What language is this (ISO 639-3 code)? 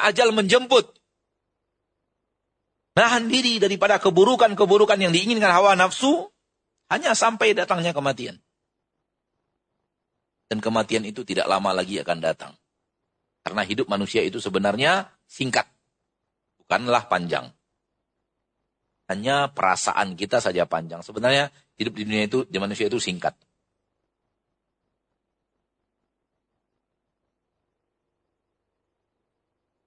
ind